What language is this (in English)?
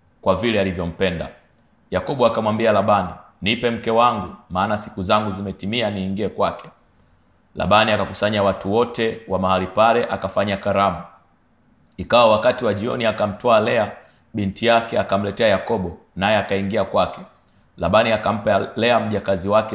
Swahili